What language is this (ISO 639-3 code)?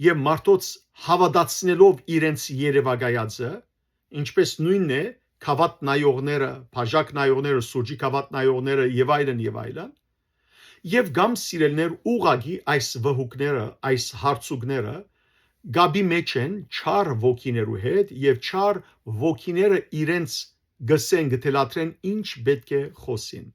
hyw